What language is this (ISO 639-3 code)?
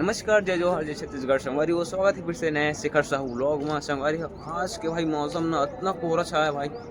hne